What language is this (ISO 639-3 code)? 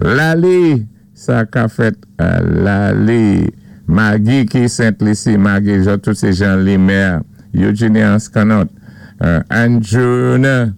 acf